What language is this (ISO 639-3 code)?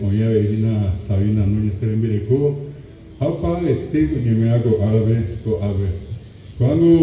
grn